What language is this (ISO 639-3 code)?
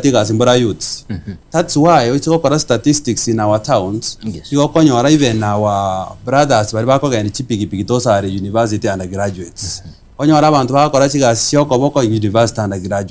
guz